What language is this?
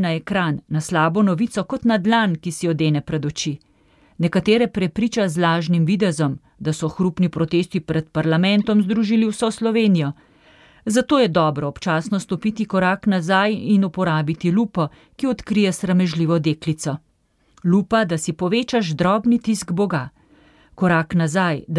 Slovenian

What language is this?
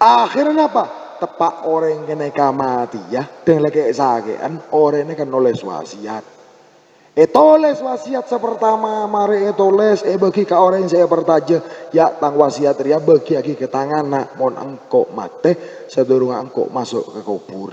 Madurese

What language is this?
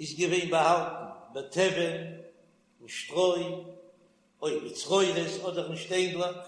Yiddish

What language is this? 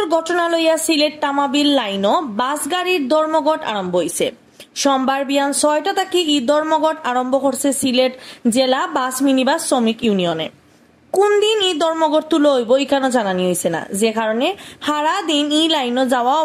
Sylheti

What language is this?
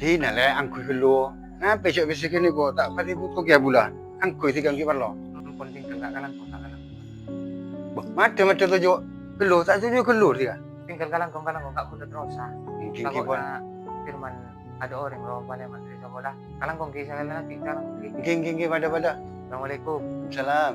Madurese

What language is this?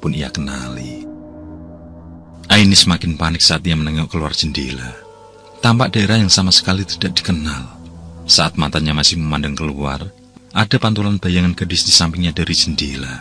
Indonesian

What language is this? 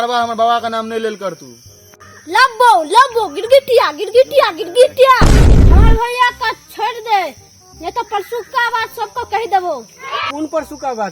Maithili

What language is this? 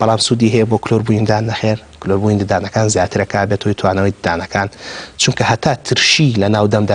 Central Kurdish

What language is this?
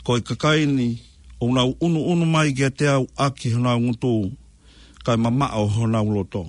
Tongan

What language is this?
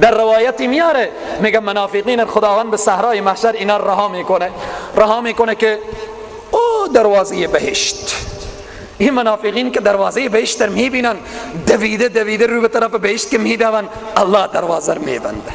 Persian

